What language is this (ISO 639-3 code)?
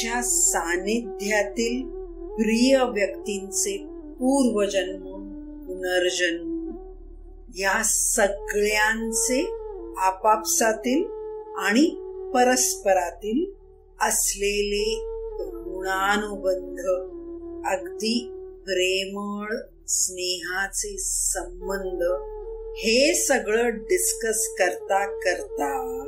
mar